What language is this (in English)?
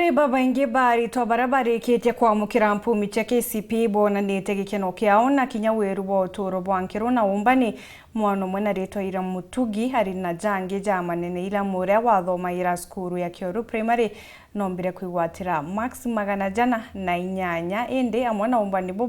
Meru